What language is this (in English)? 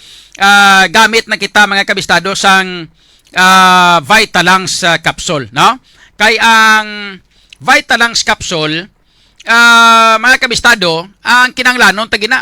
Hiligaynon